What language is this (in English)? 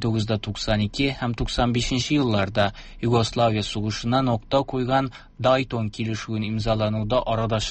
Tatar